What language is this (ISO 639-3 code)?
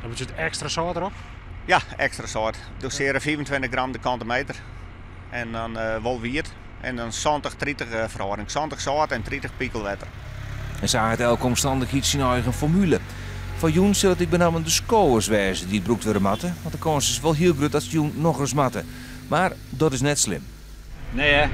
fry